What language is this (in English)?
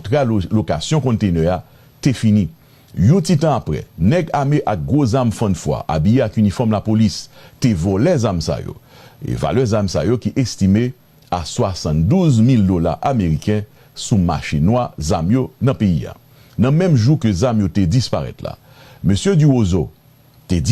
Haitian Creole